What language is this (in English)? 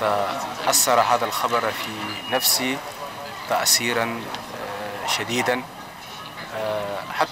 Arabic